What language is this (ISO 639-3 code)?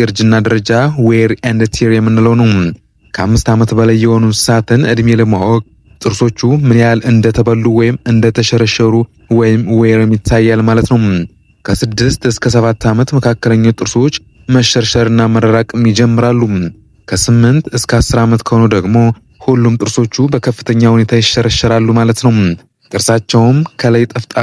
amh